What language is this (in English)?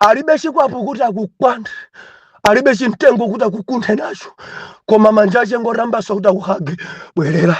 Nyanja